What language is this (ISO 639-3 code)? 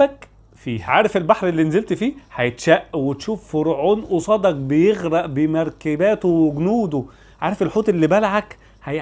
arz